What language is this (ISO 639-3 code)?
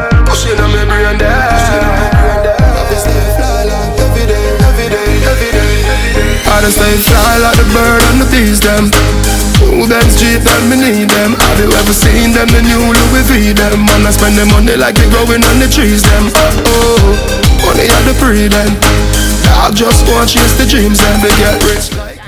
jam